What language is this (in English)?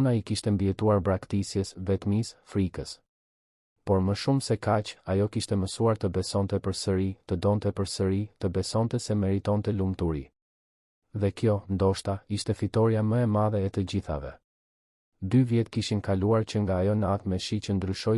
Albanian